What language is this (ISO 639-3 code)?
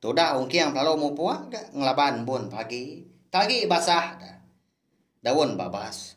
iba